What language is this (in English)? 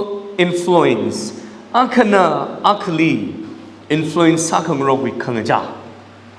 Tangkhul Naga (India)